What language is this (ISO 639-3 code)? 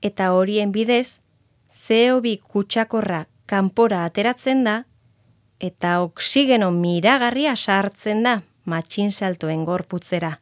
eus